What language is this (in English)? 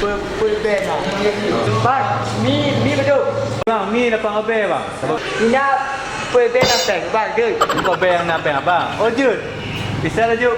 Achinese